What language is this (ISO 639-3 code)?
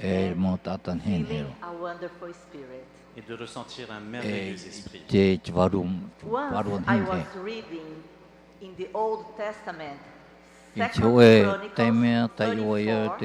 tah